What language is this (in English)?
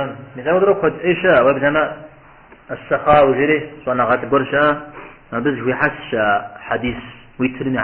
Kabardian